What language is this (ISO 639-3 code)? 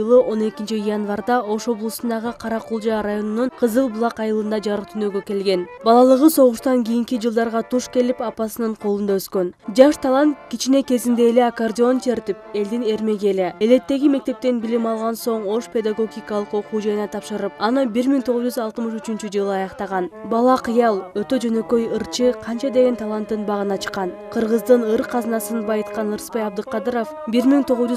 kir